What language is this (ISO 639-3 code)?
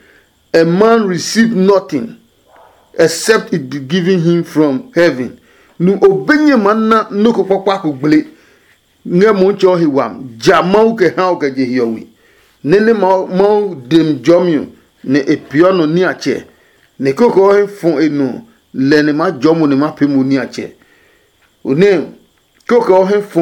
ada